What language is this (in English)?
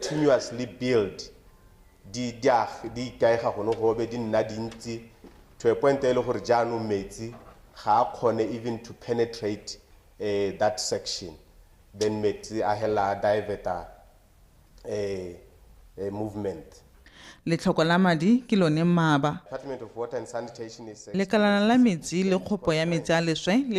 Tswana